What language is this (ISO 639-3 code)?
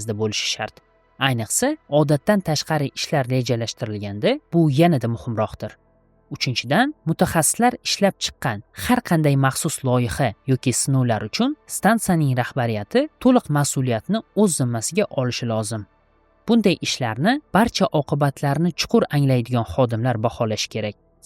uzb